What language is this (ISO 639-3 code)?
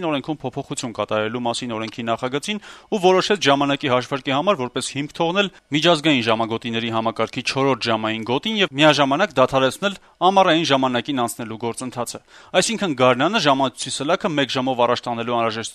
hye